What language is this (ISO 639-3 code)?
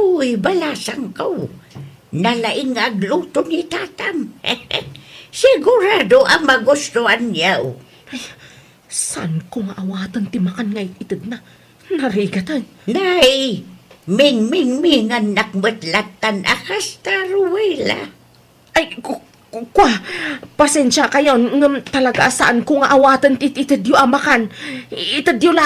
ilo